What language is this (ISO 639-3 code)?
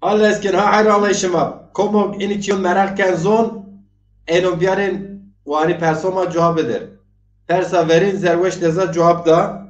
zza